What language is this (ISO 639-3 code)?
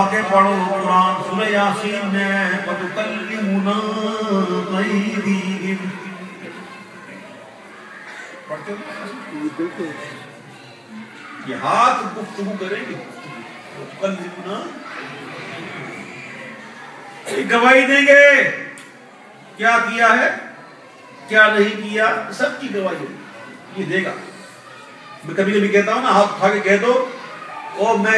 urd